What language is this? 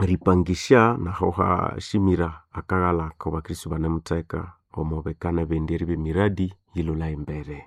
Nande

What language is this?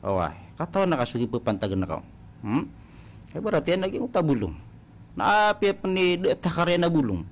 Maranao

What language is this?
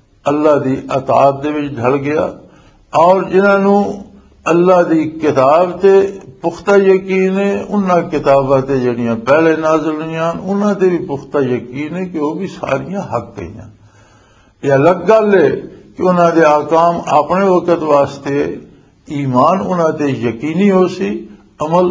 Western Panjabi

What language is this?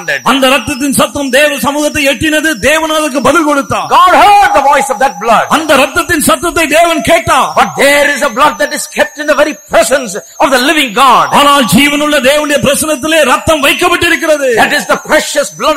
Tamil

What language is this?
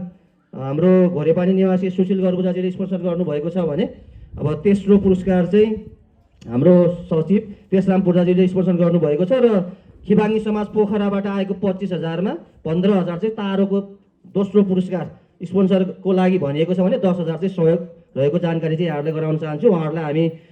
Nepali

